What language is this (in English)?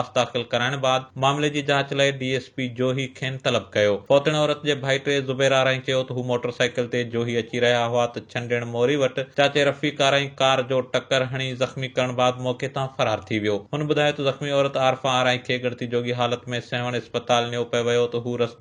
Sindhi